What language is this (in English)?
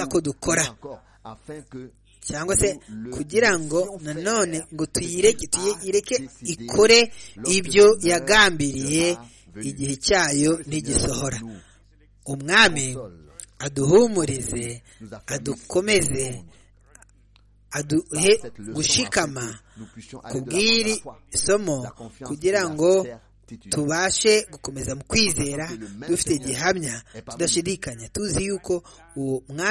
Kinyarwanda